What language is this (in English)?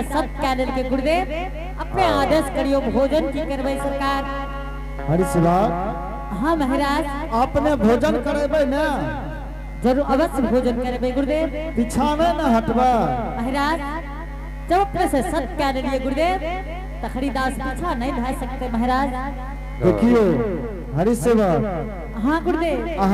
Angika